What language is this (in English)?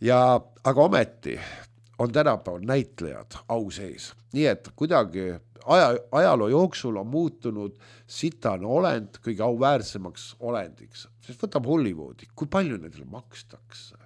Estonian